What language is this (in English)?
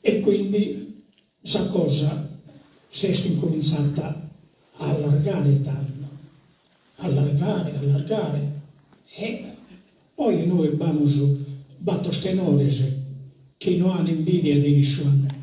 Sardinian